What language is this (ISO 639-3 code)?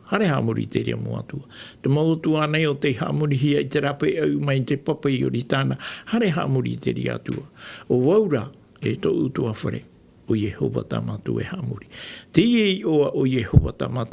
tah